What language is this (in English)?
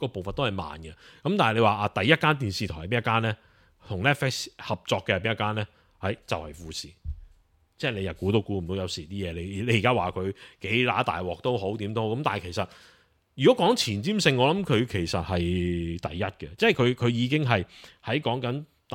Cantonese